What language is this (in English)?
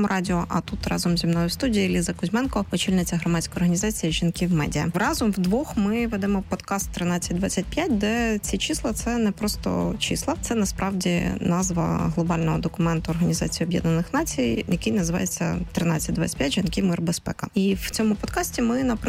Ukrainian